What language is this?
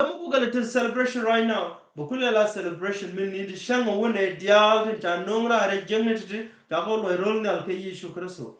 Nuer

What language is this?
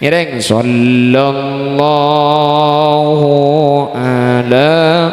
Madurese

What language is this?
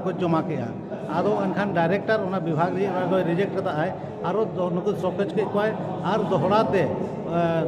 Santali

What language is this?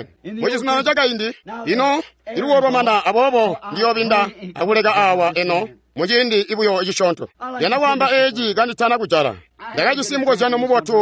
Tonga (Zambia)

